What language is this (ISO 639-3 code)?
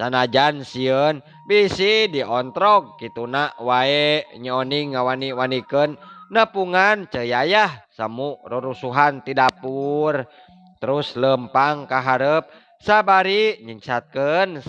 sun